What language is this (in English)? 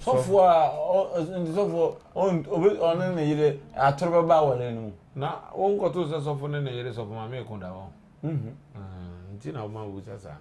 Akan